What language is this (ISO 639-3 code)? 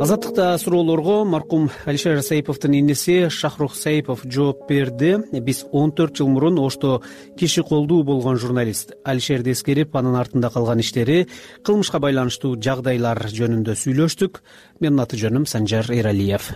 kir